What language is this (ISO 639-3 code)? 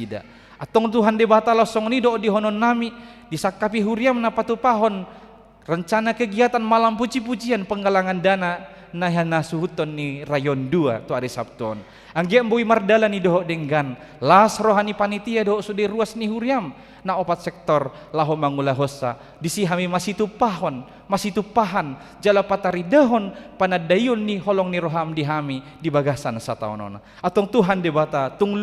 bbc